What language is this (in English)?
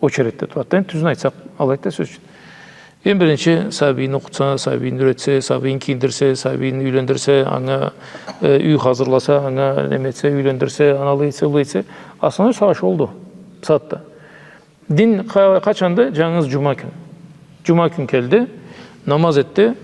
Karachay-Balkar